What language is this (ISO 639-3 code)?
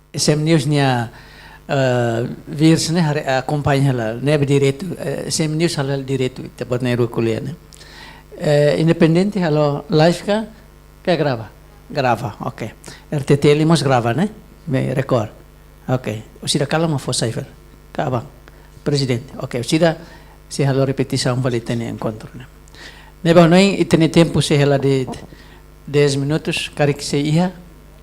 tet